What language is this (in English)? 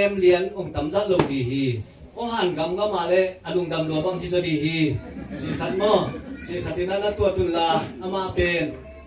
Tedim Chin